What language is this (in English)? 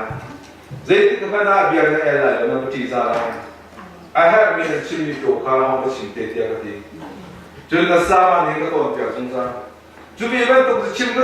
Hakha Chin